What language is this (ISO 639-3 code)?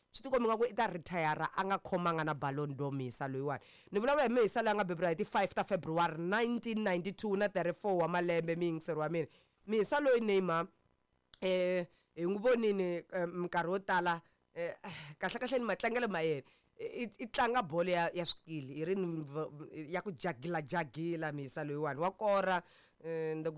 tso